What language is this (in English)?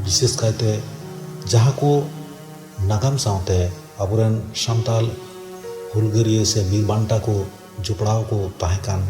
Santali